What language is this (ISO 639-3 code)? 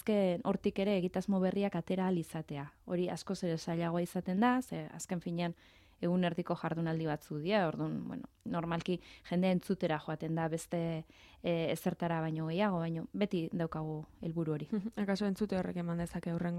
eus